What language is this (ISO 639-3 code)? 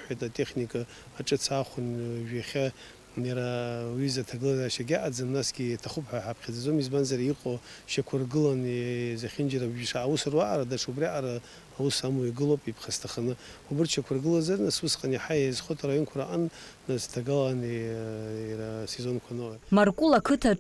abk